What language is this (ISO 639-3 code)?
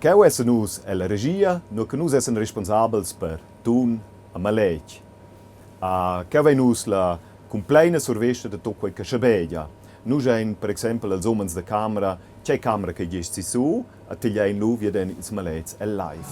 roh